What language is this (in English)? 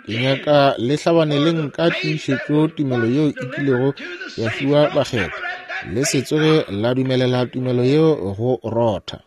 Northern Sotho